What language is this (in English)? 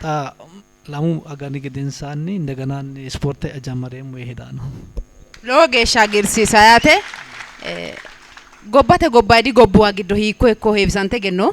Sidamo